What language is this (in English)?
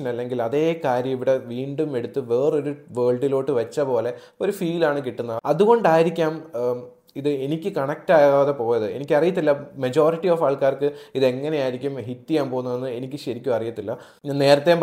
Malayalam